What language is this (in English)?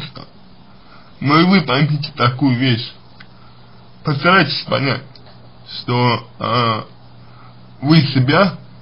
Russian